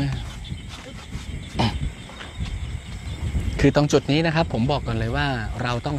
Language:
Thai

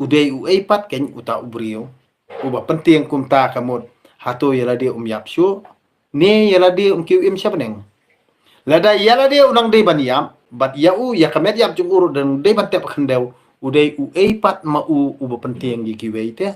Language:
Khasi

